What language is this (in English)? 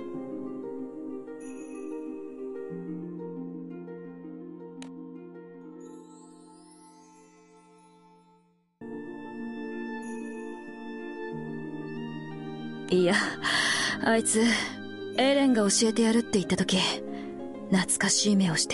Japanese